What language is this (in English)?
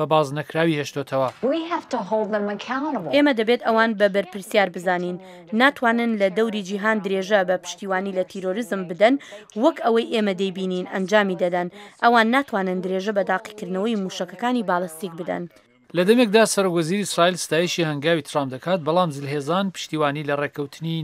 Central Kurdish